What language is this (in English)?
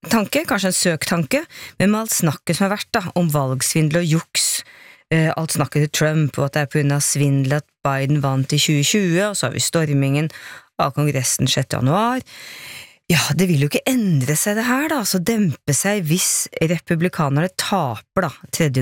Norwegian